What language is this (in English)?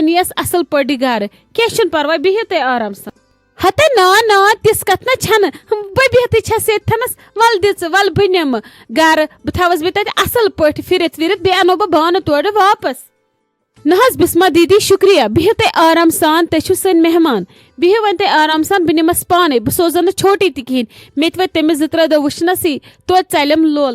Kashmiri